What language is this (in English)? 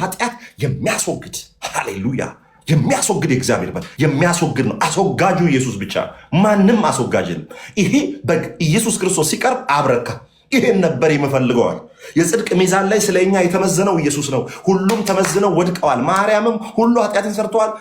Amharic